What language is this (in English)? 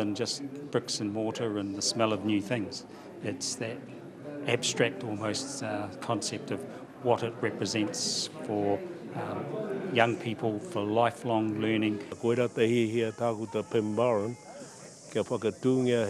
Māori